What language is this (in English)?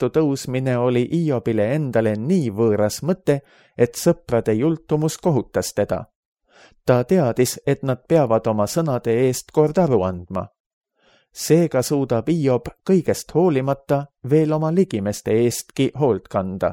Estonian